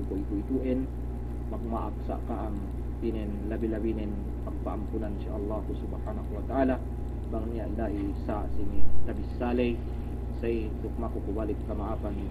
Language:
Yakan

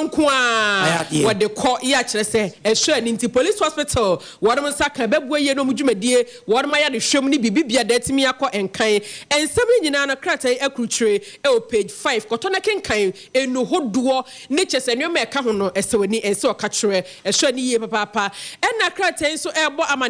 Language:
Akan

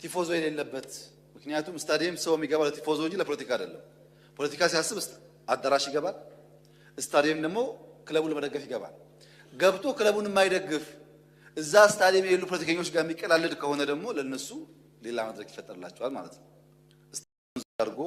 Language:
Amharic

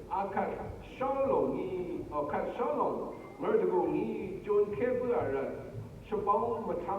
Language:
Rawang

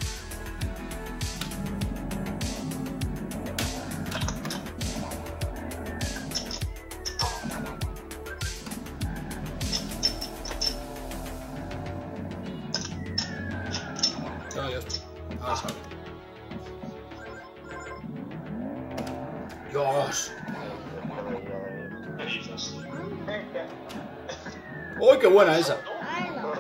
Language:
Spanish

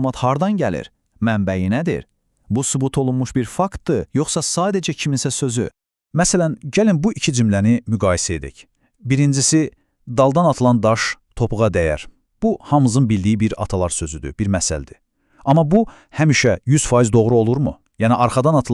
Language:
Azerbaijani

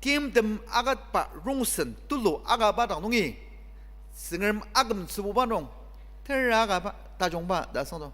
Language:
Ao Naga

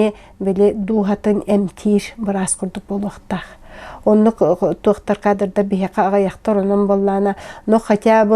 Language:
Yakut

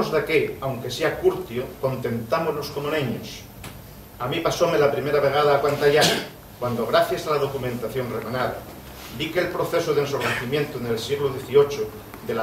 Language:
Asturian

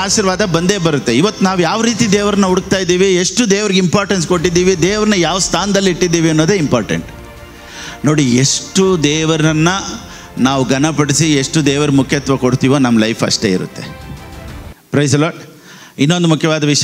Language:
Kannada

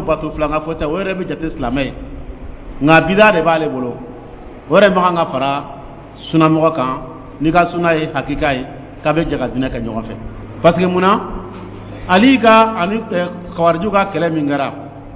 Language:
Dyula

